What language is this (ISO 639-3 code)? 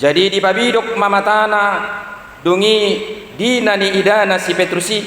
bbc